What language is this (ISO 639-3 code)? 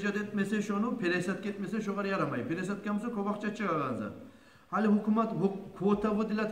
kum